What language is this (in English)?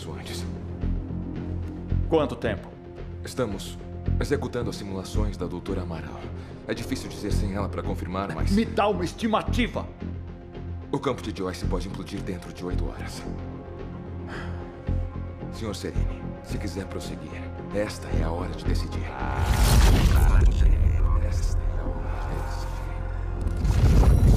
Portuguese